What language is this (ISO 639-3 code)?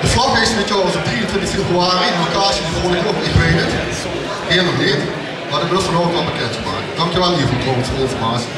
lim